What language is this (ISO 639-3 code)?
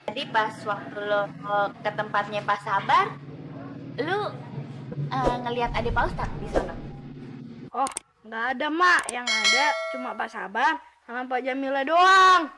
bew